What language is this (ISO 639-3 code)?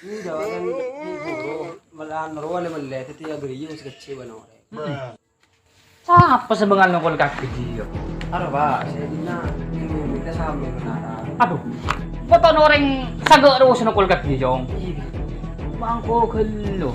mad